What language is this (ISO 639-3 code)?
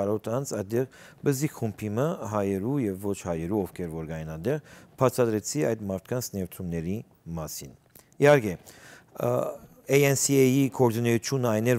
hyw